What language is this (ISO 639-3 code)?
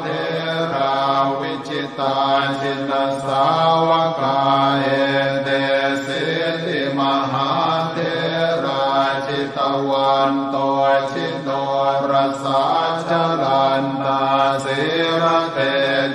pli